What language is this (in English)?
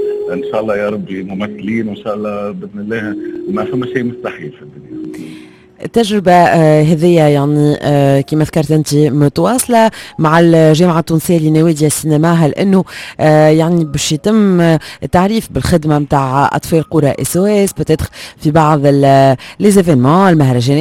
Tunisian Arabic